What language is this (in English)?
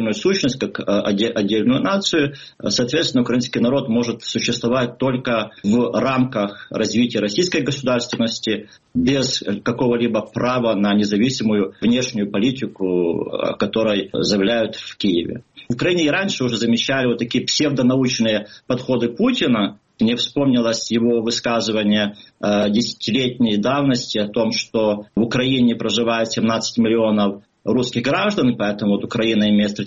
Russian